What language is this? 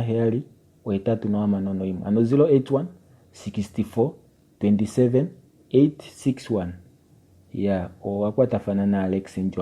Kuanyama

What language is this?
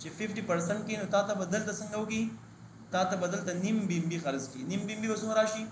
Pashto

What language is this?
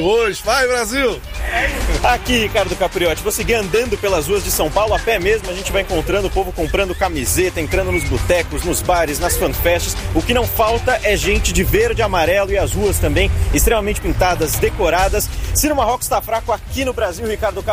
Portuguese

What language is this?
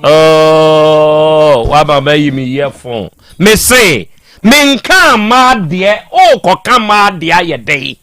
Akan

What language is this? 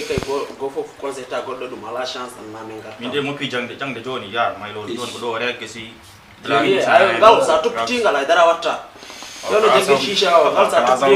Fula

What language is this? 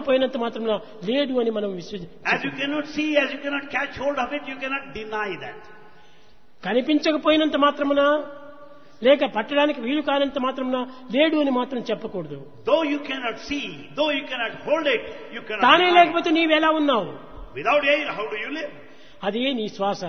Telugu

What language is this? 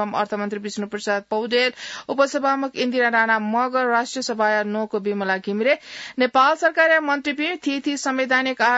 Newari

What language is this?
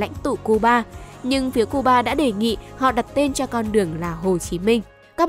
Vietnamese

